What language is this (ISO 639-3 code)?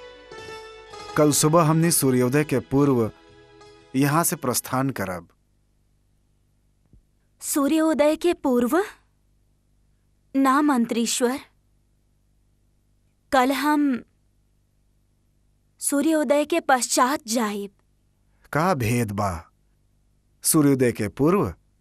bho